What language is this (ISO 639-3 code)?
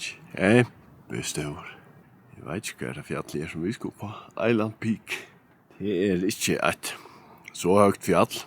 fao